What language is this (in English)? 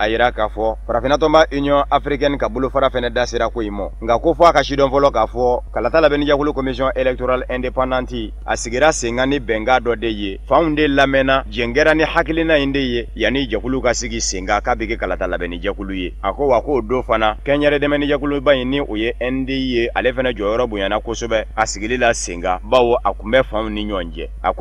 Bambara